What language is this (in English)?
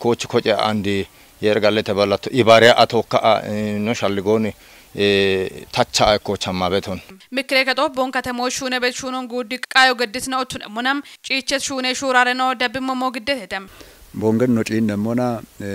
Kafa